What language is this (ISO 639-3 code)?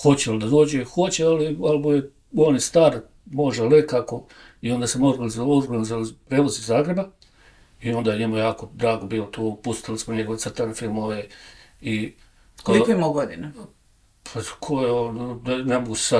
bos